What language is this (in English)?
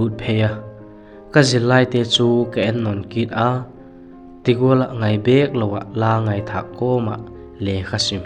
Vaiphei